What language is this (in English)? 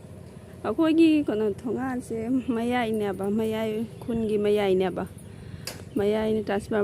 Manipuri